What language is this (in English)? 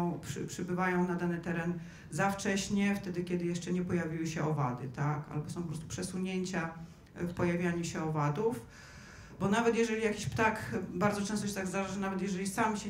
Polish